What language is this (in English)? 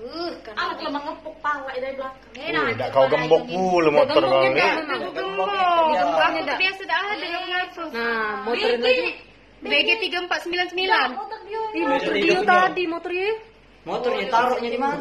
Musi